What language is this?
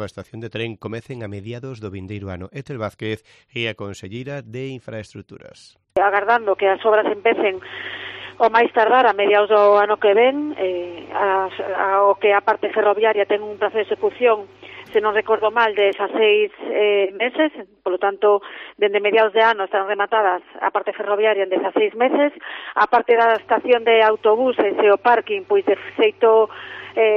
Galician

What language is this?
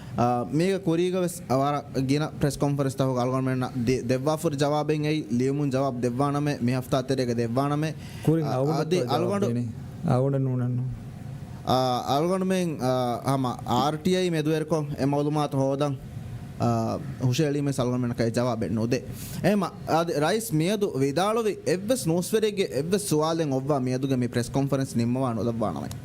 Divehi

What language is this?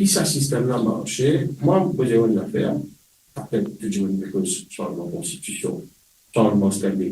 Morisyen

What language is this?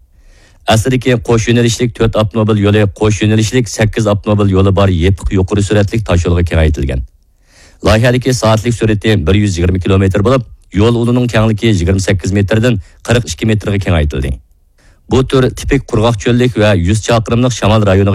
Uyghur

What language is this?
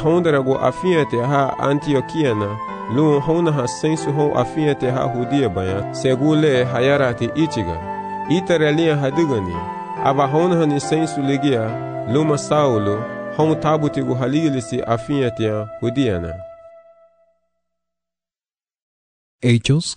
Garifuna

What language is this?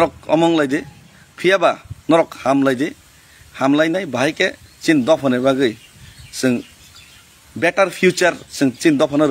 Kok Borok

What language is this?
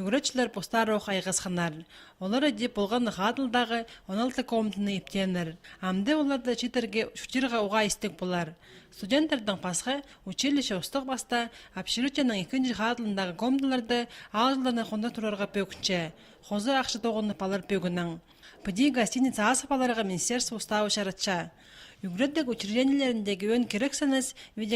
Khakas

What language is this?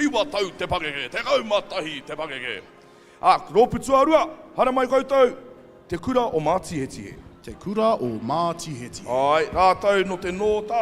Māori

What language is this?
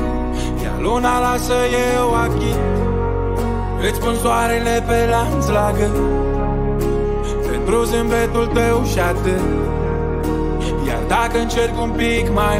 Romanian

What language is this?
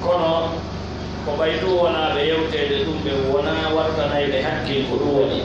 Pular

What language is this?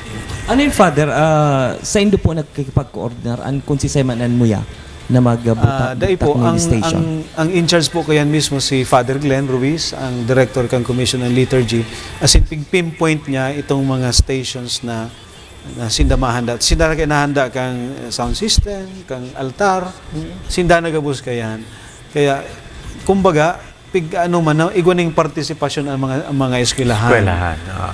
Bikol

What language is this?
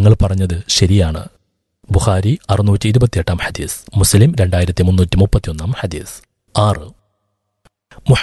Malayalam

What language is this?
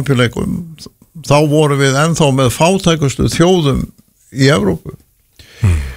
Icelandic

